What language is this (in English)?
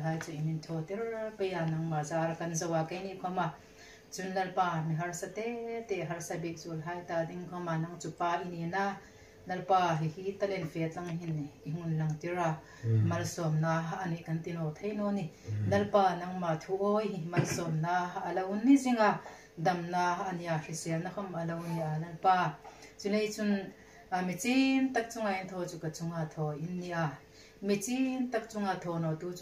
Hmar